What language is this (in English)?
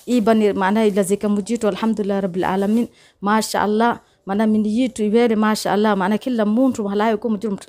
Swahili